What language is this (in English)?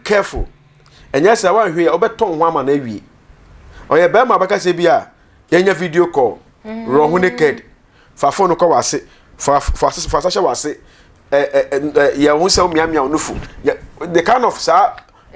Akan